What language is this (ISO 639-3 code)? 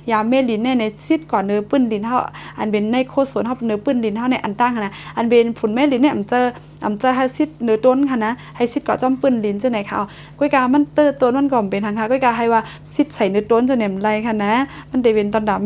shn